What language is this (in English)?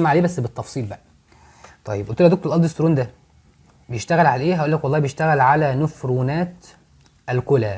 Egyptian Arabic